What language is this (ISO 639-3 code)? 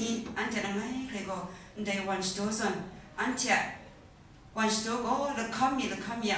kac